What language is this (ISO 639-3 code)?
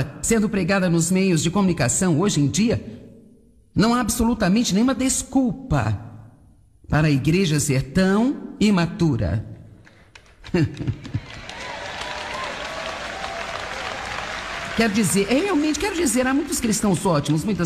por